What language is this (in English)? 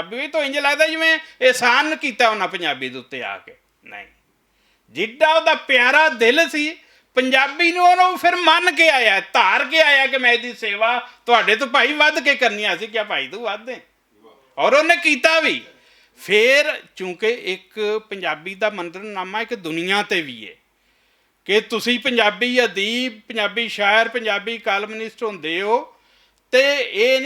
Western Panjabi